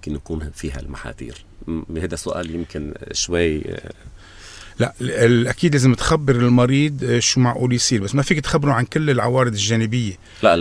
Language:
North Levantine Arabic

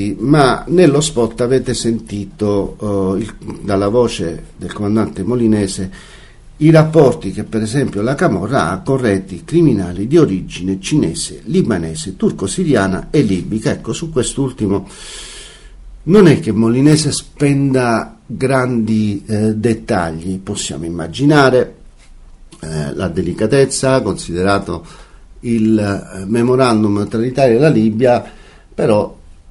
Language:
Italian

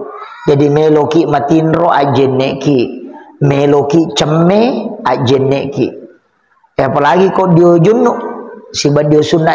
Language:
Buginese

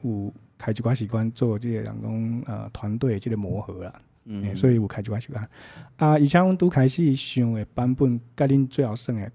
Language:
Min Nan Chinese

